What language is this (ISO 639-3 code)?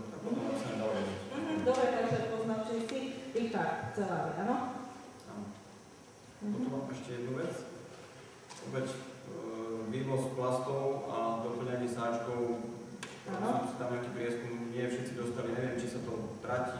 slk